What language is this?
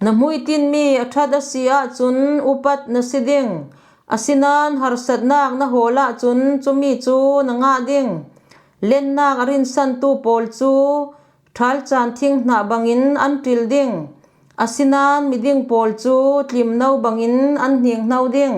Falam Chin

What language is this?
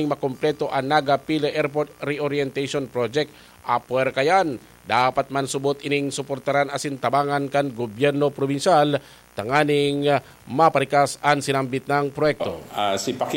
Bikol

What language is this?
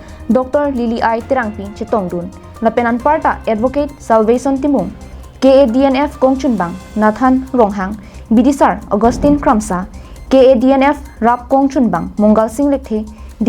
Karbi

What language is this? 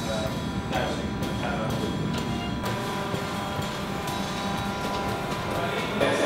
Finnish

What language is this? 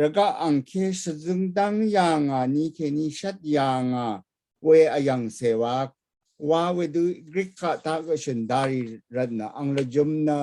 Rawang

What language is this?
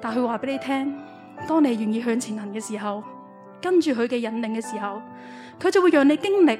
Cantonese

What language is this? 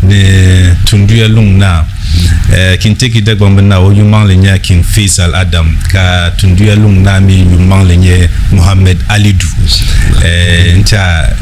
Dagbani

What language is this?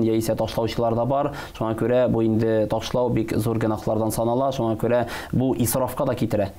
Tatar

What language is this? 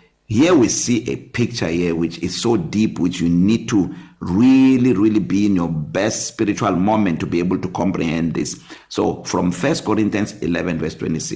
English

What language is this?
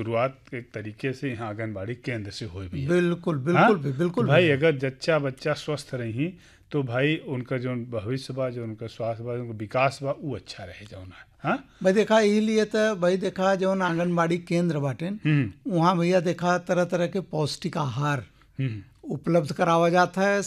Bhojpuri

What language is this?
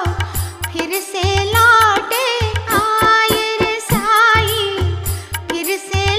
Hindi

